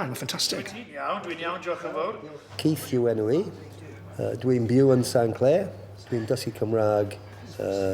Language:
Welsh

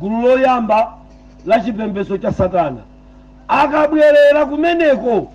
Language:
Nyanja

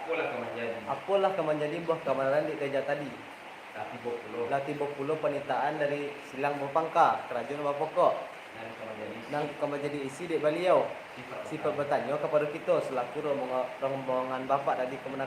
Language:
Minangkabau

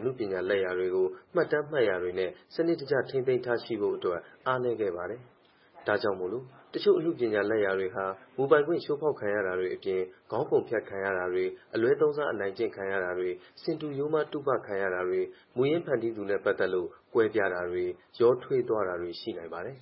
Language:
Burmese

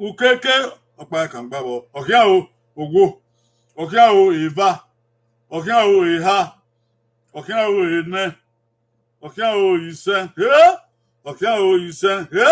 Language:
Bini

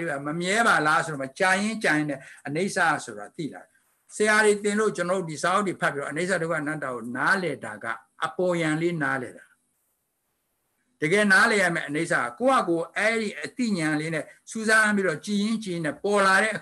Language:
Burmese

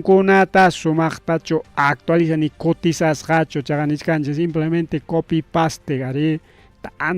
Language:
Ayacucho Quechua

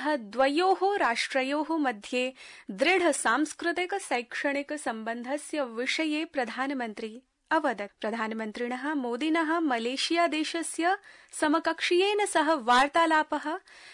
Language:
Sanskrit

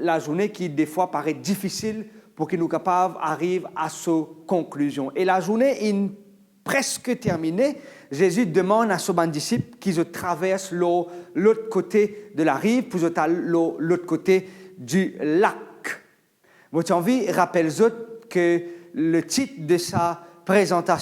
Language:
Morisyen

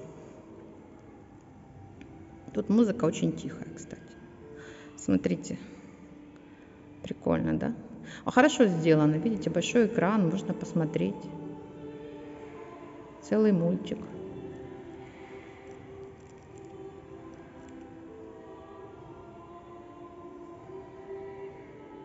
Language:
Russian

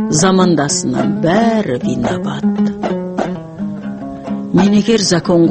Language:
Kazakh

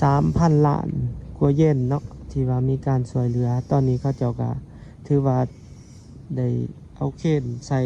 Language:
Lao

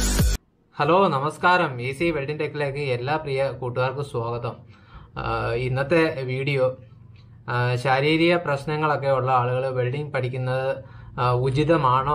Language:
Malayalam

